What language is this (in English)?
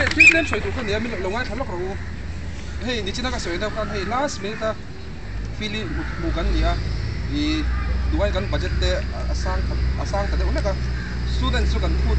Mizo